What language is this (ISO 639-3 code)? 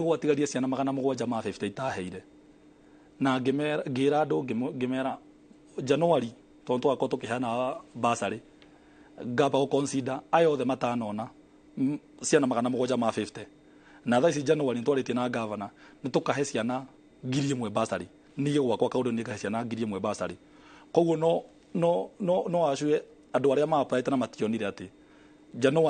kik